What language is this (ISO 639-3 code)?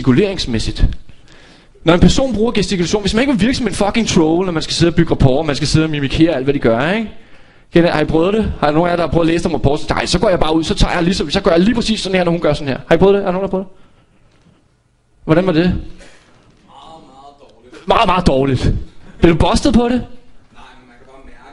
dan